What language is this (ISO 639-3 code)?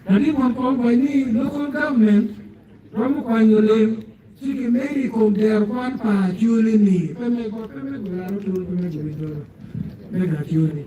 ach